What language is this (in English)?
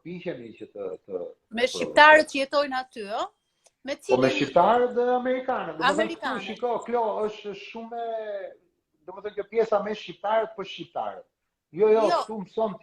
Albanian